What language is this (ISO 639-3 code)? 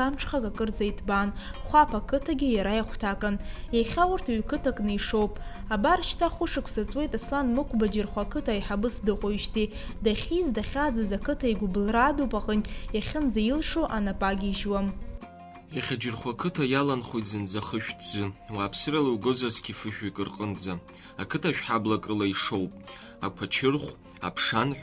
abk